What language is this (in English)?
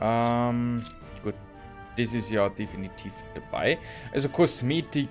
Bavarian